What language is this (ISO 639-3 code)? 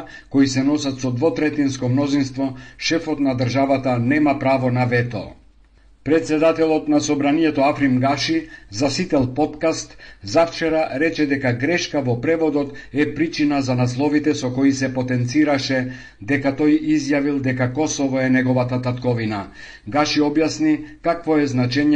mkd